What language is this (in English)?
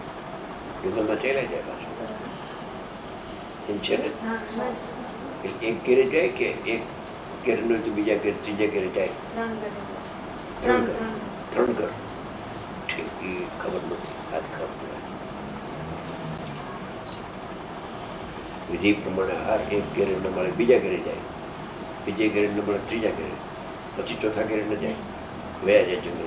Gujarati